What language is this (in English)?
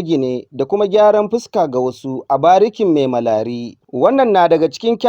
Hausa